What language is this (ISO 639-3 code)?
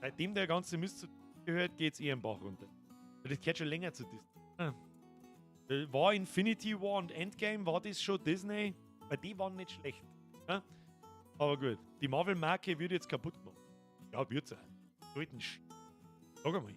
bar